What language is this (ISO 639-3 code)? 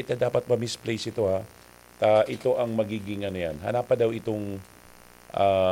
bik